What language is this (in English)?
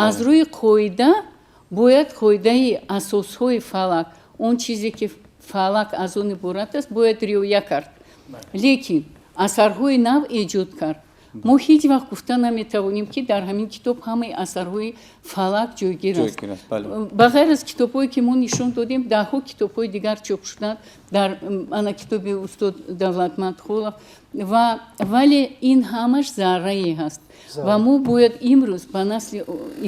Tajik